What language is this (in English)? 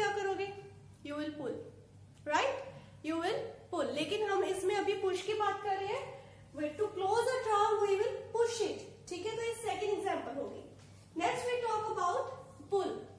Hindi